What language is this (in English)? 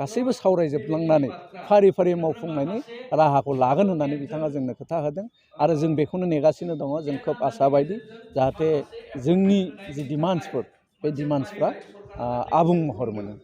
Bodo